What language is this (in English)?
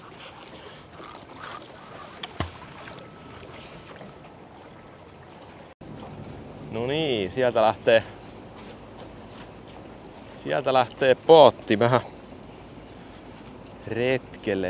Finnish